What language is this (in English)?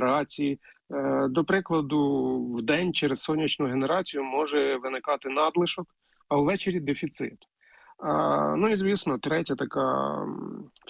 Ukrainian